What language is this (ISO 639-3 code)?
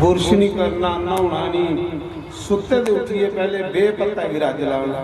doi